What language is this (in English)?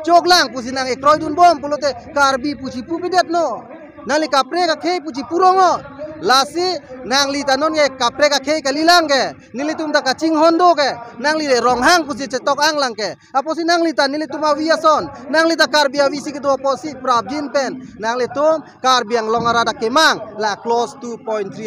Karbi